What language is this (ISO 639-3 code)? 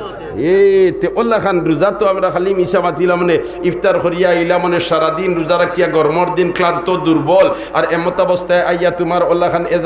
syl